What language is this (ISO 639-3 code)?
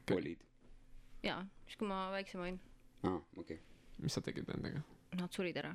est